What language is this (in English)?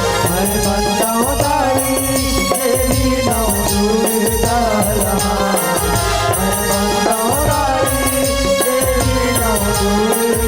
Chhattisgarhi